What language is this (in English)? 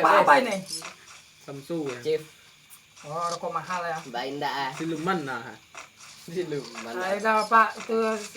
Minangkabau